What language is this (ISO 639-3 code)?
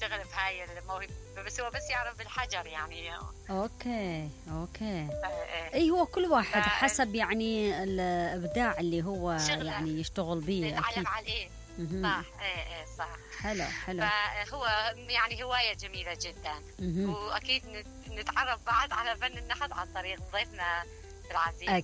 acm